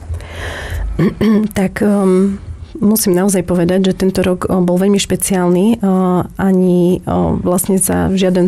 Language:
Slovak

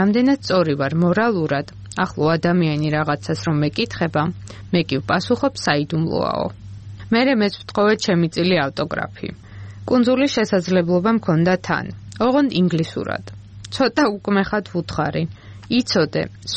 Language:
Georgian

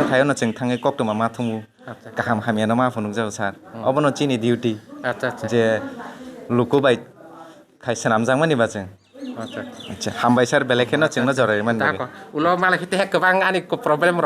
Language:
Kok Borok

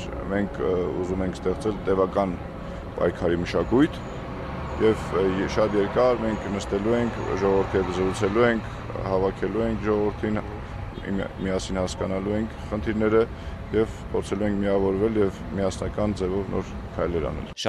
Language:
Armenian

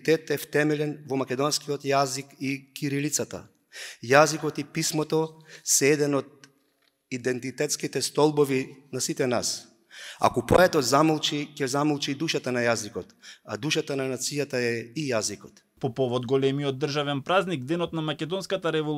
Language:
Macedonian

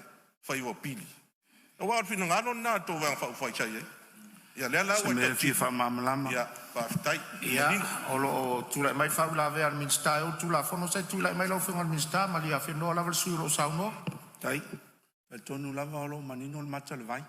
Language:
Samoan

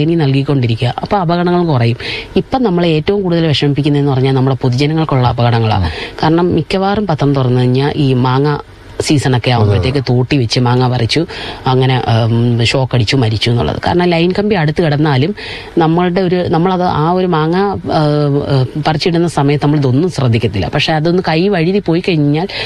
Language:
Malayalam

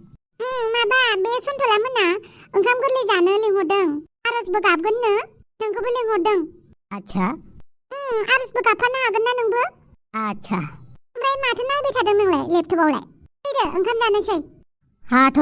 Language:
Bodo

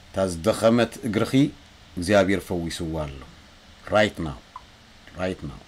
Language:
Tigrinya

